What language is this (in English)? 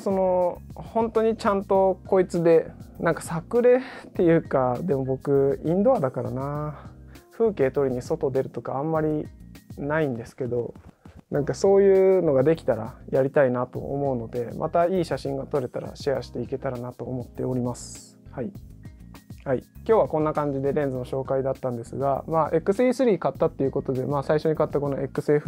Japanese